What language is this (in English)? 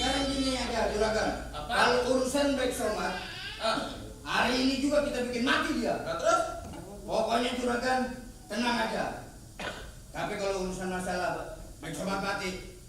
Betawi